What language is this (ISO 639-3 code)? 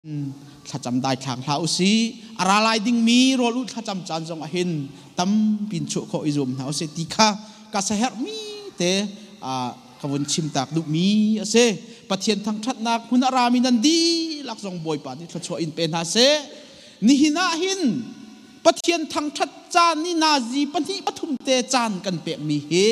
cnh